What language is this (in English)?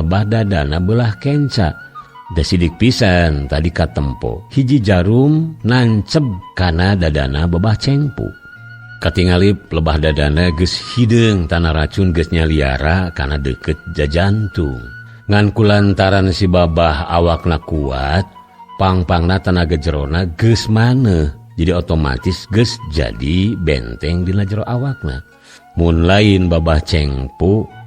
Sundanese